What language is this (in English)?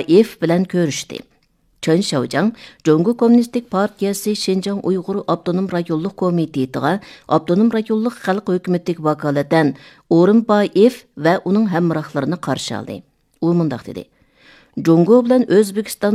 Uyghur